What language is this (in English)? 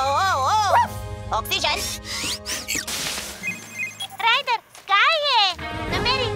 Bulgarian